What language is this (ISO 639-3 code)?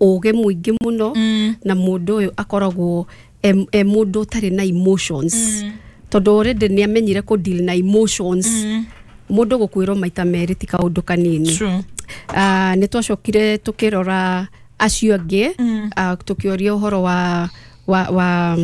kik